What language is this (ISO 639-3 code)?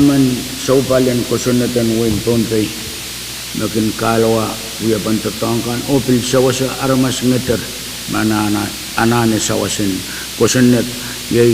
pon